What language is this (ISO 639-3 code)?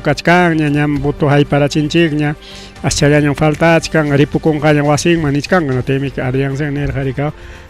quy